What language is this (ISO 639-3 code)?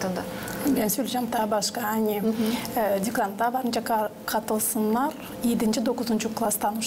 gag